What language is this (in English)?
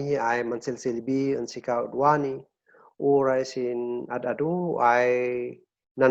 Kankanaey